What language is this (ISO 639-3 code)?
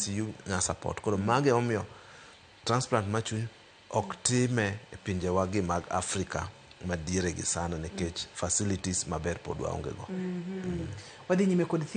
luo